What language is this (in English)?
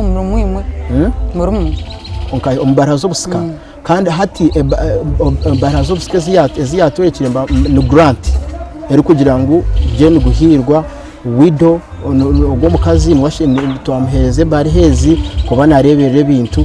Nyankole